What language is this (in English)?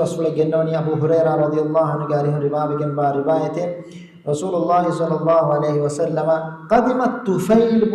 Divehi